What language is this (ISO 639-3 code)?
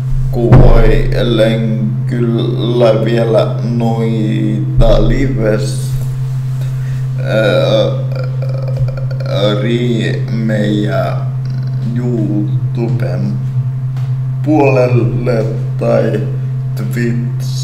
fin